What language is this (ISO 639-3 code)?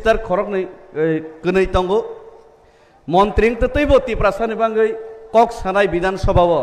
trp